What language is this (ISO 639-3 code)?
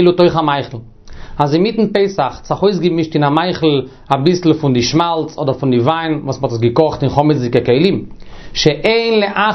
yid